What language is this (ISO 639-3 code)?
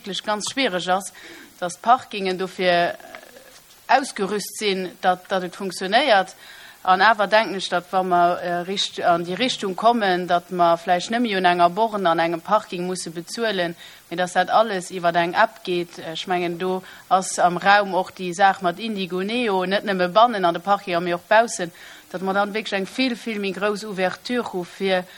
ltz